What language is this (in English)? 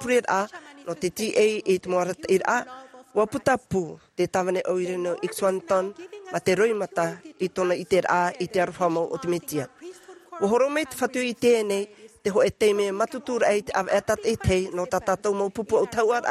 Tahitian